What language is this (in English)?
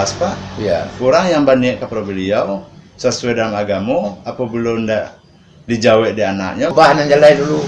Minangkabau